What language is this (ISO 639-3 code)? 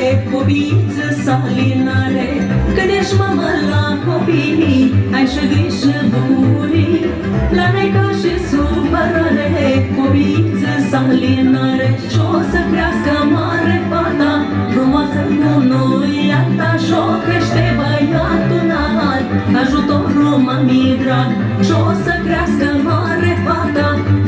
ron